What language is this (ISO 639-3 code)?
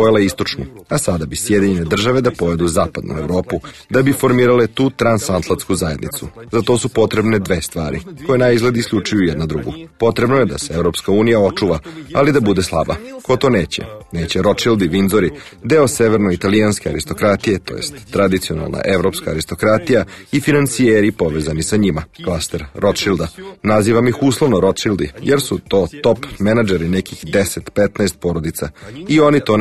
srp